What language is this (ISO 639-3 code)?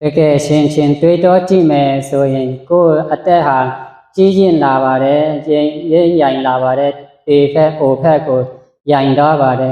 shn